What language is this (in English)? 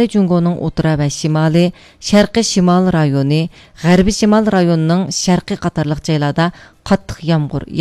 Uyghur